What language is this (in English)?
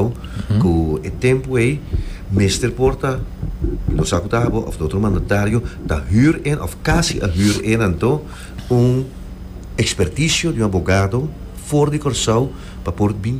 Papiamento